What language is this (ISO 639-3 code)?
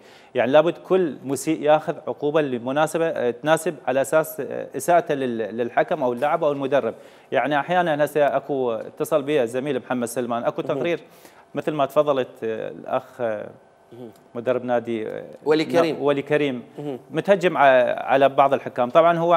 acm